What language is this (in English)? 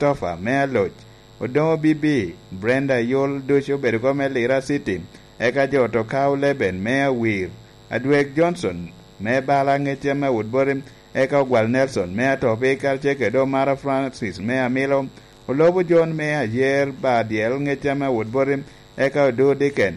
Lango (Uganda)